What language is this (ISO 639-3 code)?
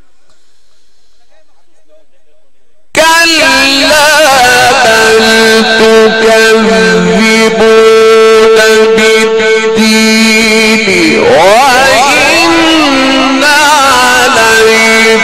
ara